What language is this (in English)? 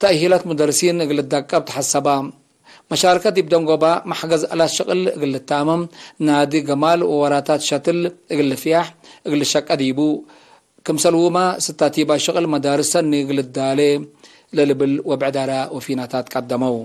Tigre